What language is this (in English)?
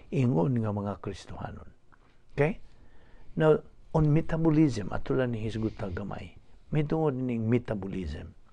Cebuano